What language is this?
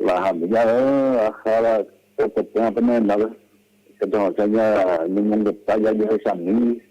Guarani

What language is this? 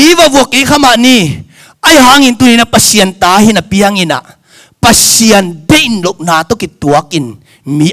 Tedim Chin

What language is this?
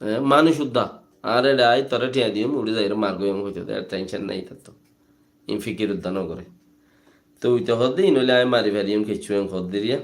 Rohingya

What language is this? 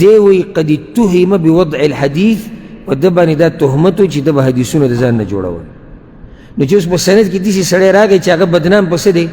Pashto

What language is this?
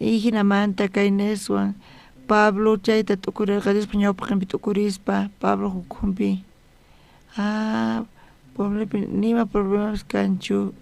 South Bolivian Quechua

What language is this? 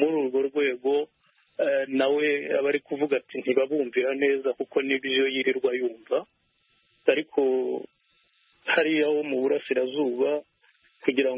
Kinyarwanda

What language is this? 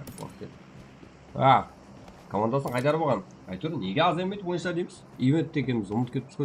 Kara-Kalpak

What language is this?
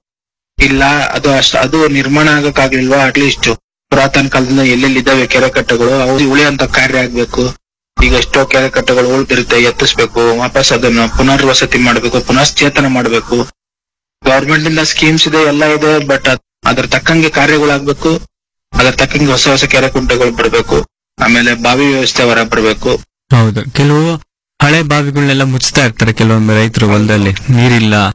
Kannada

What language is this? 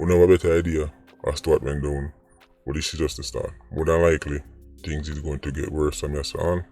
Jamaican Creole English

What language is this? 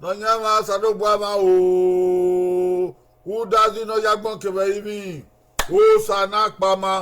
Bini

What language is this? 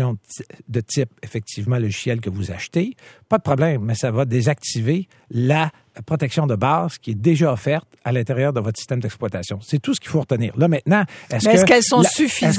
French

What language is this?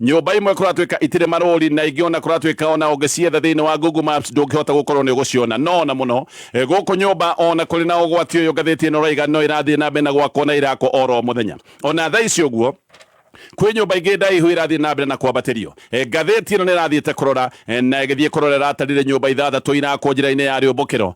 Kikuyu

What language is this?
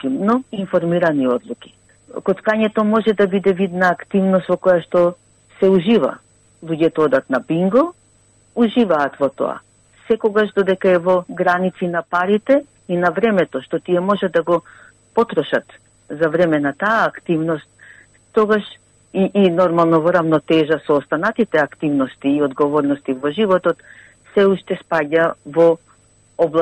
Macedonian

